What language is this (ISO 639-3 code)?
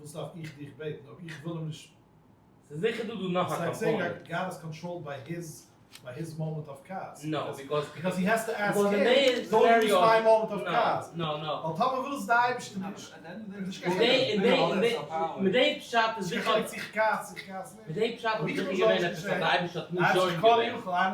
yid